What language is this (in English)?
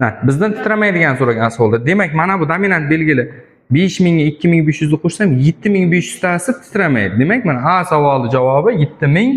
Uzbek